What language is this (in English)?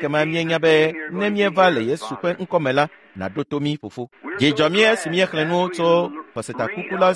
Ewe